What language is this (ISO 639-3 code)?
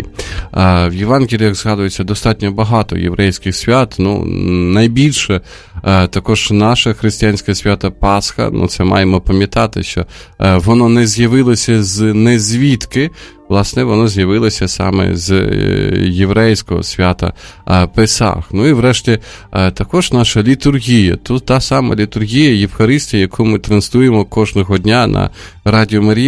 ukr